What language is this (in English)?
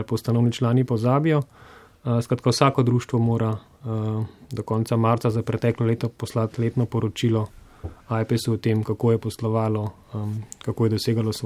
Slovenian